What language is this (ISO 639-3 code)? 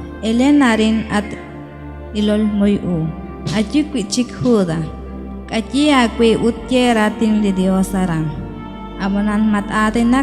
kek